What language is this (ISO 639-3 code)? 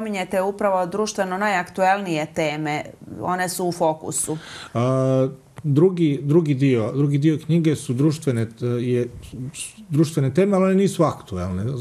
srp